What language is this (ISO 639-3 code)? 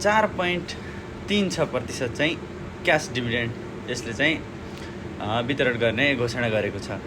nep